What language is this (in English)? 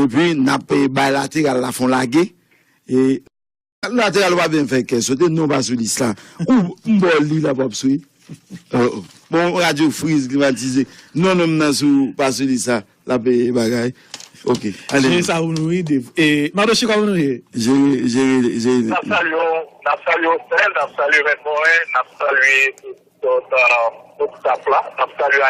Haitian Creole